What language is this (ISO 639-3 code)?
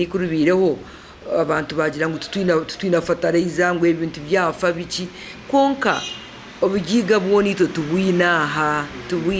nyn